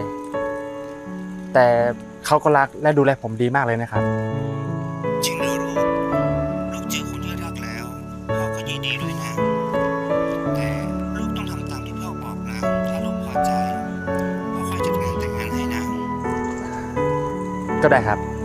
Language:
Thai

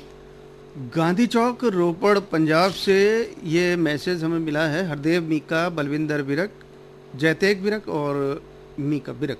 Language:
Hindi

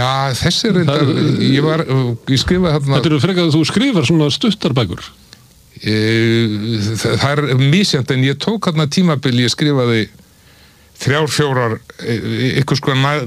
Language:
Icelandic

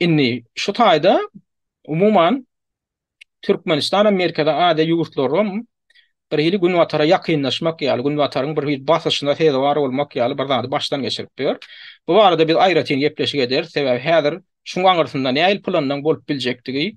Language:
Turkmen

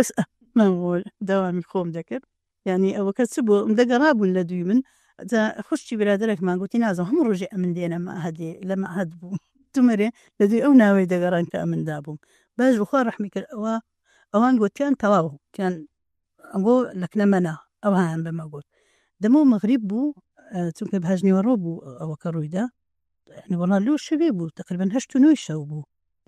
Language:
Central Kurdish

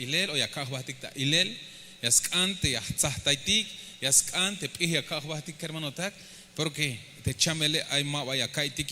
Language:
Tzeltal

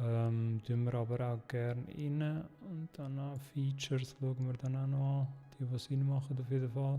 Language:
Swiss German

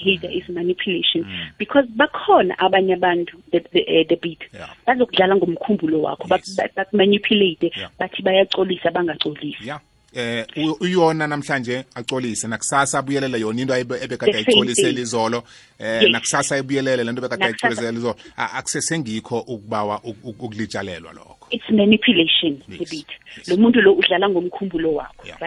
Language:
South Ndebele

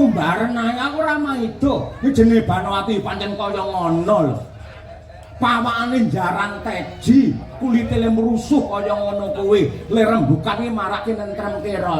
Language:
Javanese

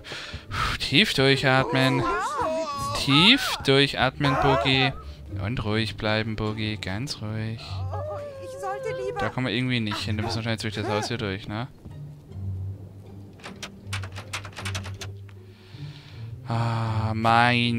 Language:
German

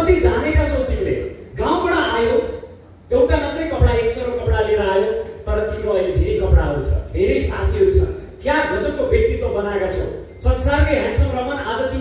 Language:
Nepali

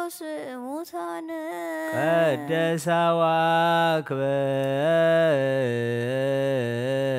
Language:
Geez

